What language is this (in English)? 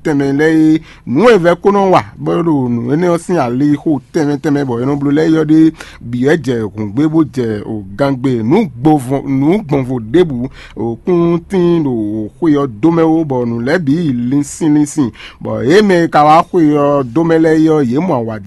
Fon